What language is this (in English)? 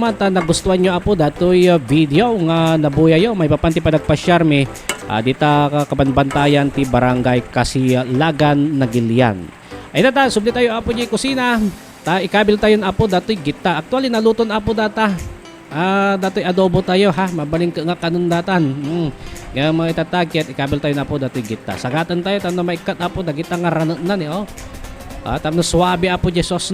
Iloko